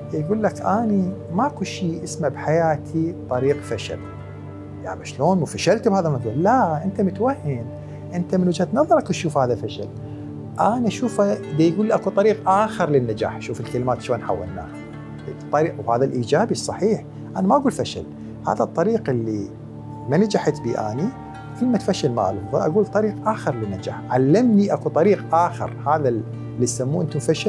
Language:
Mesopotamian Arabic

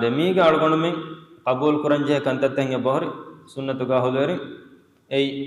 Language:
Divehi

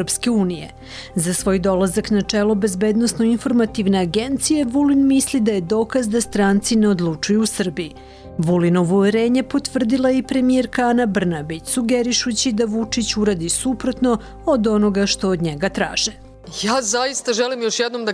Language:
Serbian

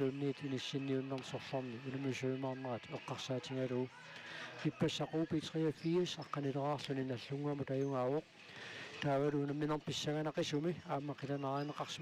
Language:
Kalaallisut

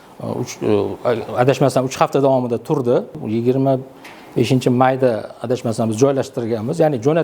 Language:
Uzbek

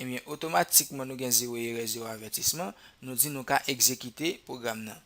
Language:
Haitian Creole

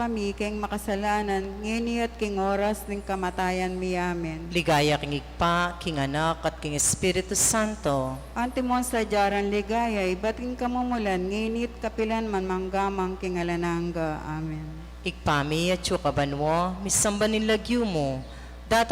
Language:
Pampanga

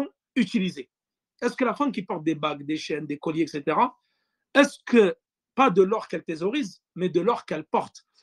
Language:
French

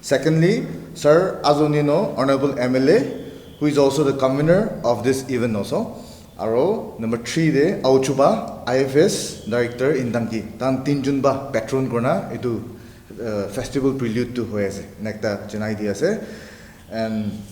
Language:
Naga Pidgin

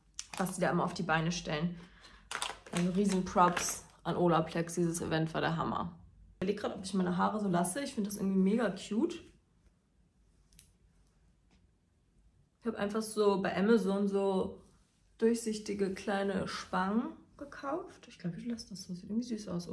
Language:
German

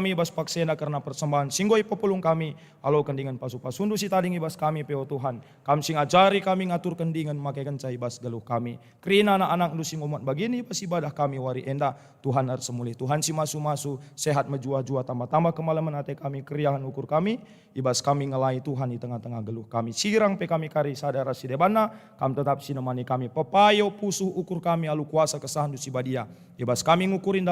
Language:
Batak Karo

